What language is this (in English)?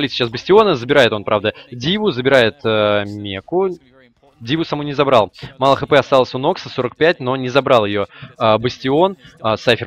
Russian